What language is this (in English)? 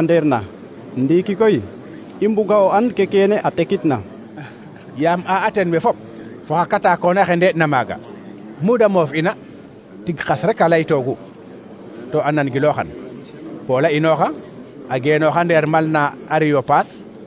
Serer